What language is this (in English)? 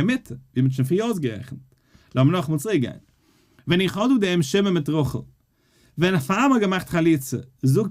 Yiddish